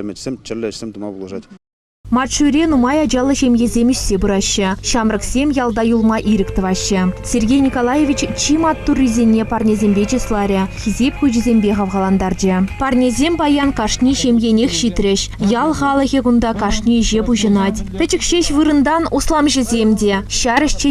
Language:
Chuvash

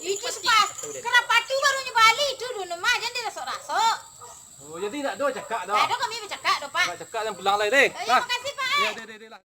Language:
Minangkabau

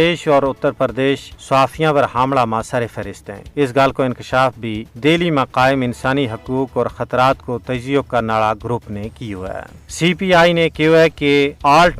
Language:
Gujari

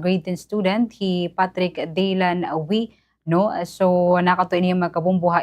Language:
Waray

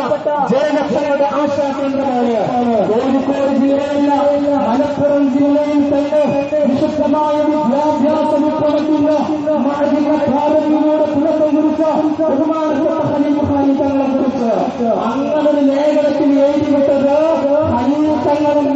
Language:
Malayalam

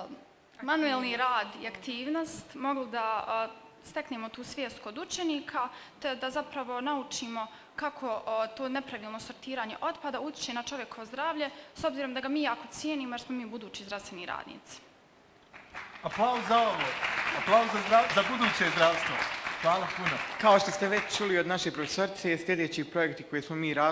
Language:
Bosnian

